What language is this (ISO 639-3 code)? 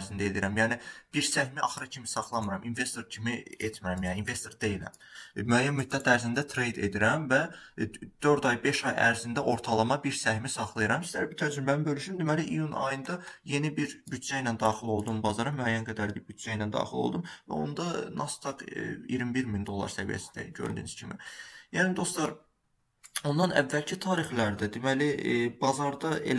aze